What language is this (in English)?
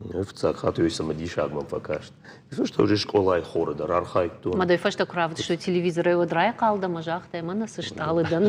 Ossetic